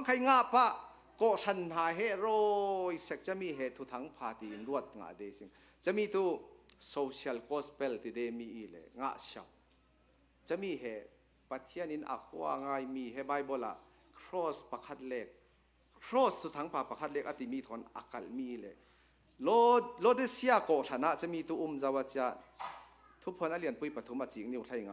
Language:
Hakha Chin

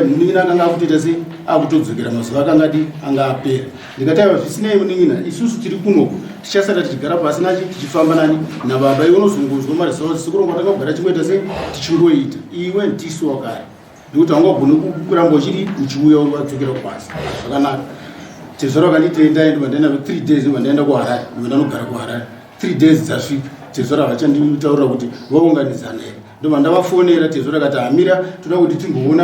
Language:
Shona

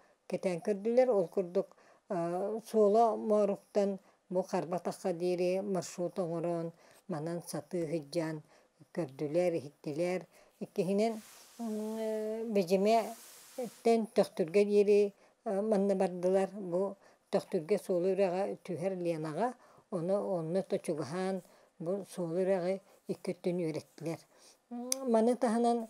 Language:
Yakut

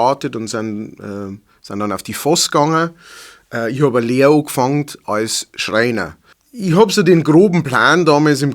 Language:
Bavarian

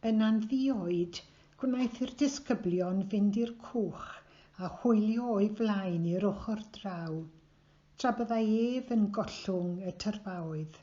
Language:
Welsh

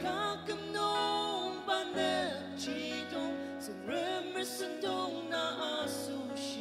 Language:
Ao Naga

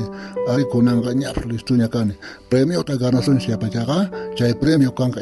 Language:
South Bolivian Quechua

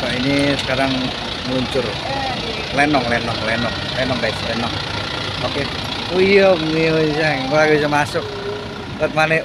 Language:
Betawi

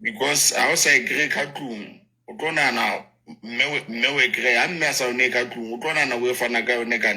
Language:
Southern Sotho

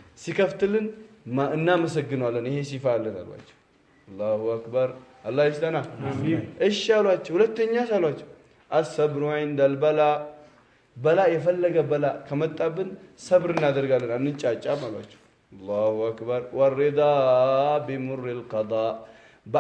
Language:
Amharic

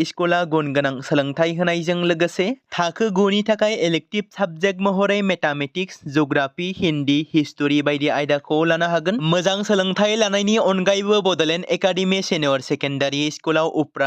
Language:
Bodo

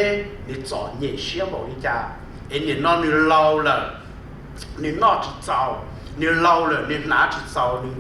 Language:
Hmong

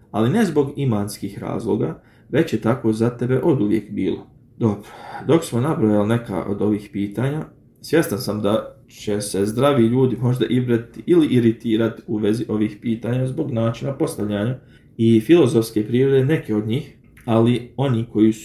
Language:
Bosnian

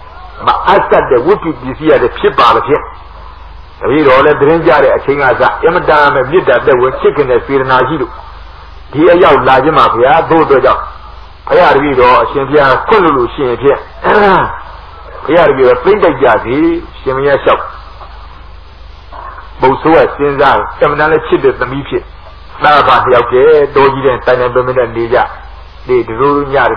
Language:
Burmese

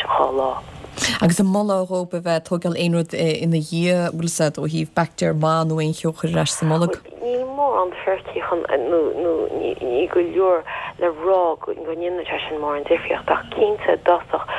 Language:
Irish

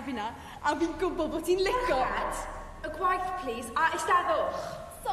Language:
Welsh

